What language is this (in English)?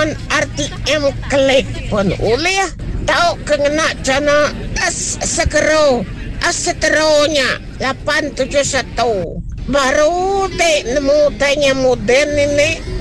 Iban